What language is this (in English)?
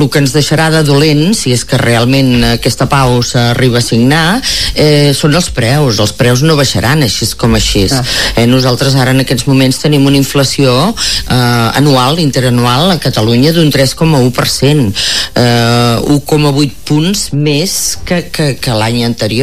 Catalan